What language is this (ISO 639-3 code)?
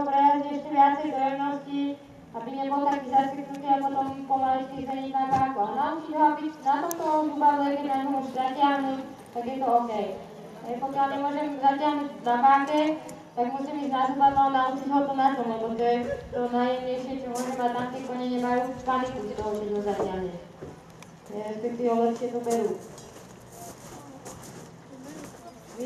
slk